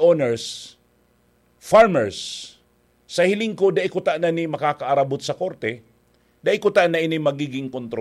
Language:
Bikol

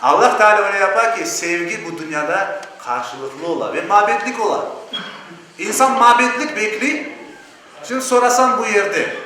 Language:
Crimean Tatar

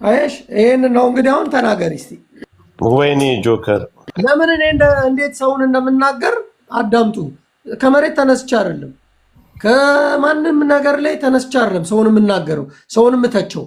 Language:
Amharic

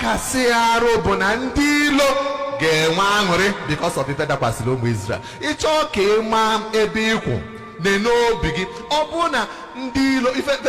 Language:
Igbo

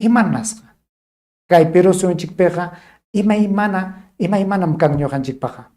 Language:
Ayacucho Quechua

